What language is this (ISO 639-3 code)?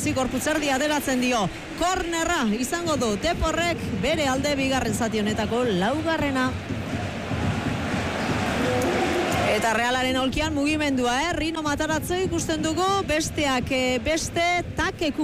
eus